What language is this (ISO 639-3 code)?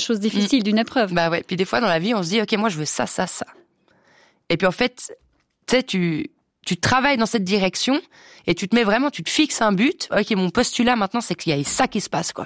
fra